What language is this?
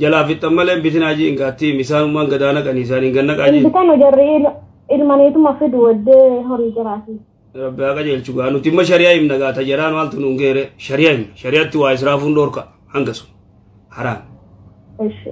Oromo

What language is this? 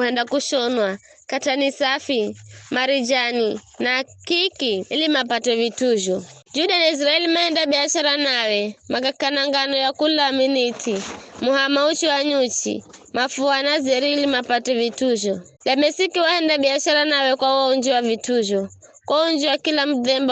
Giryama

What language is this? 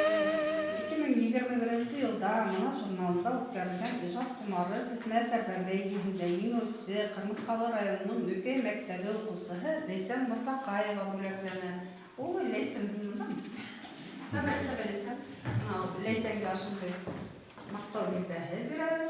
Bashkir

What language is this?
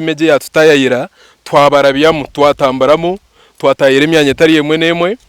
Nyankole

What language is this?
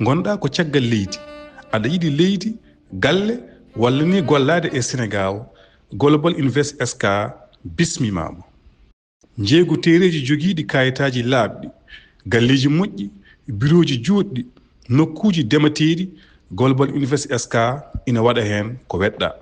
Fula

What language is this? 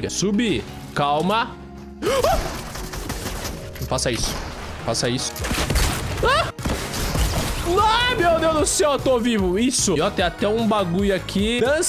Portuguese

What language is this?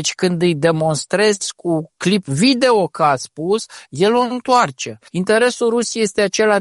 Romanian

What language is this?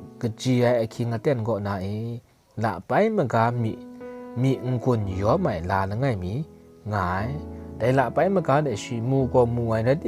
Kachin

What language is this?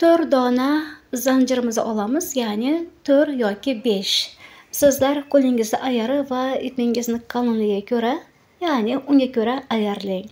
Uzbek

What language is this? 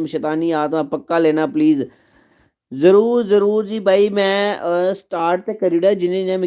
Dogri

